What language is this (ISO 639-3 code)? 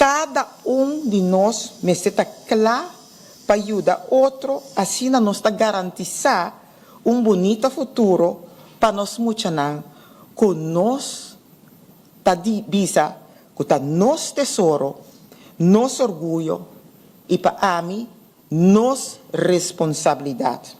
pap